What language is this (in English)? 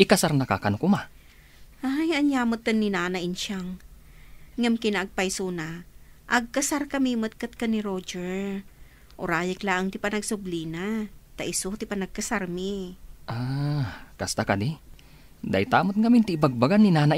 Iloko